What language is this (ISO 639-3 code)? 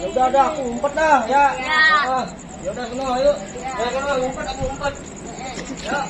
bew